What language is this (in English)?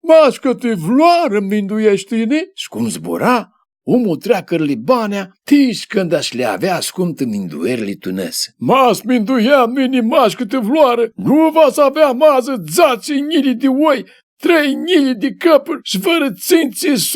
Aromanian